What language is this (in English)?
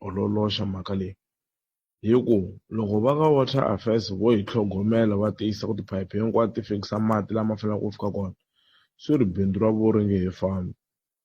Tsonga